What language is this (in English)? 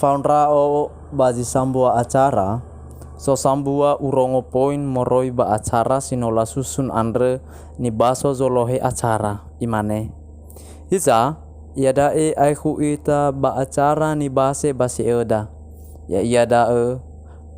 Nias